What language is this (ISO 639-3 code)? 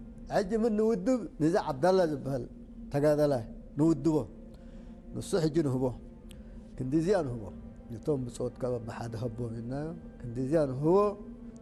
tir